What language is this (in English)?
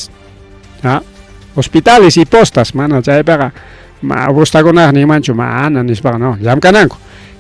Ayacucho Quechua